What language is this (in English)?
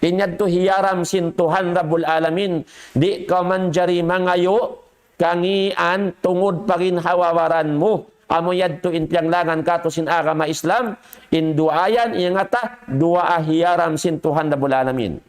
Tausug